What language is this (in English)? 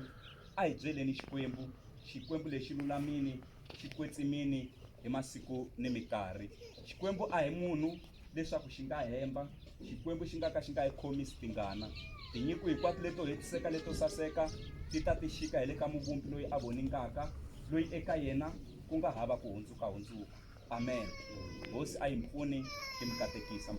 Tsonga